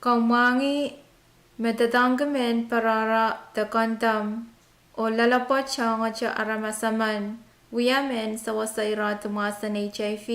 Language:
Pohnpeian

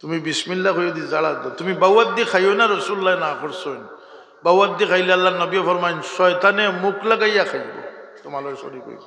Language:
Sylheti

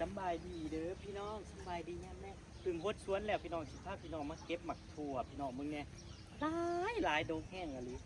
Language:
Northeastern Thai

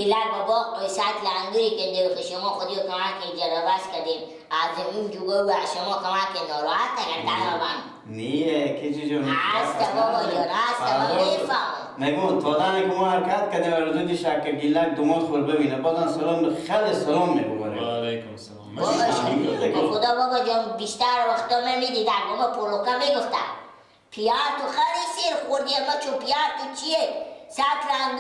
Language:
Persian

